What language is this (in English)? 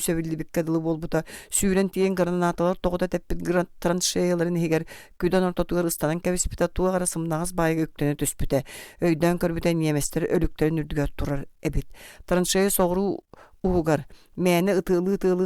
Yakut